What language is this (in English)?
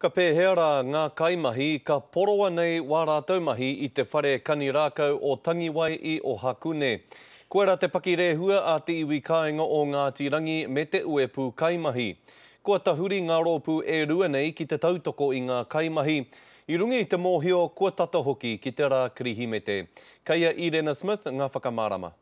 Māori